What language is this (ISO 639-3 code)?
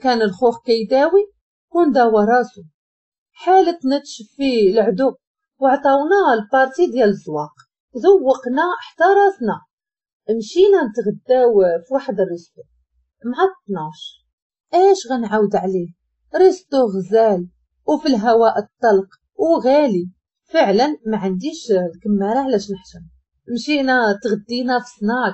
ary